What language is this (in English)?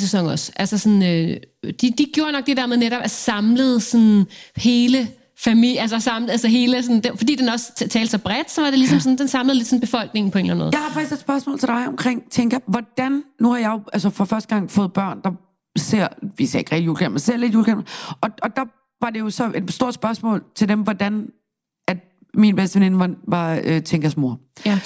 Danish